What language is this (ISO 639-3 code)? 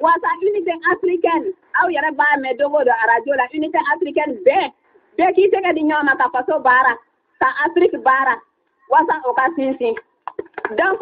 bam